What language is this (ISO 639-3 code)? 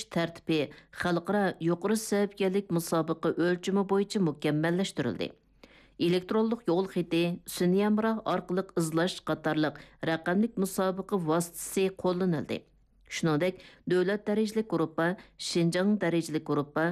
uig